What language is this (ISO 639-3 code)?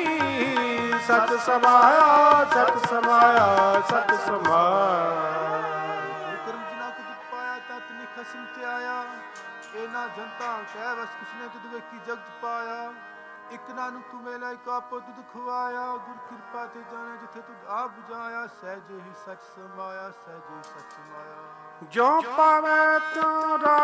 pan